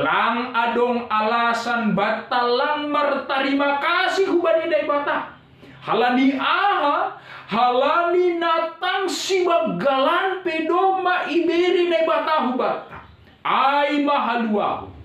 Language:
Batak Simalungun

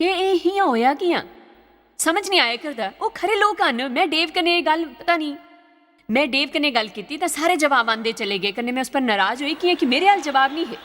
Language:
Dogri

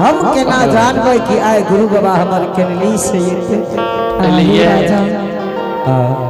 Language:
Angika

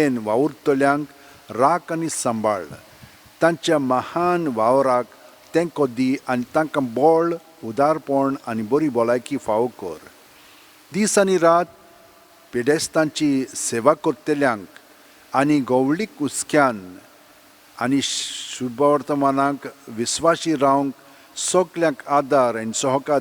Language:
Konkani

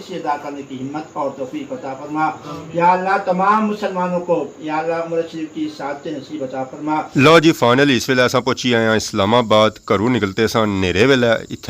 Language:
Pahari-Potwari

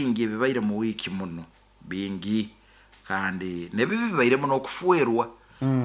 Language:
Nyoro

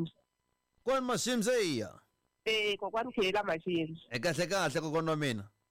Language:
Tsonga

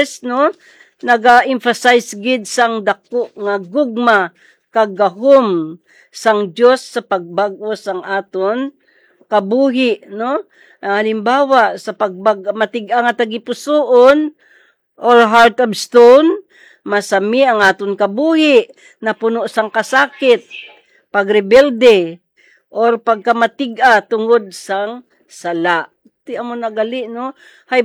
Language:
Hiligaynon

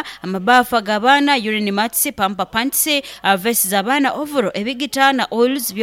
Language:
Nyoro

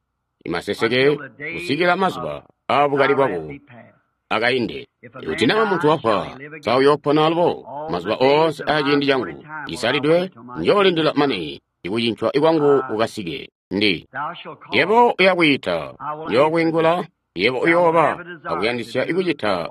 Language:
Tonga (Zambia)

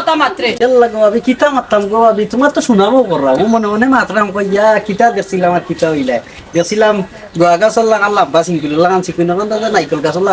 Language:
Sylheti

